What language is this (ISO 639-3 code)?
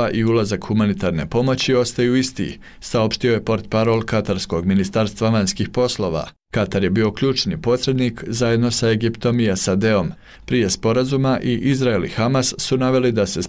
bos